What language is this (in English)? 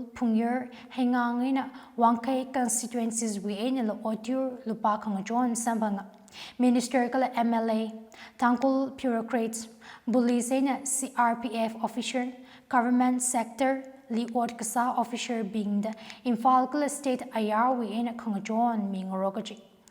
Tangkhul Naga (India)